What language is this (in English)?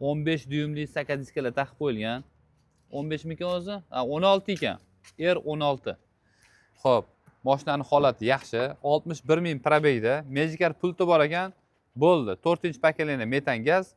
Uzbek